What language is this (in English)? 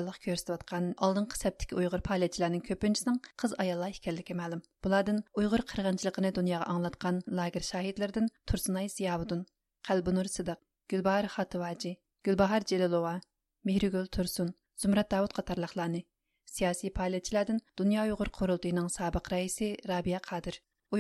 Uyghur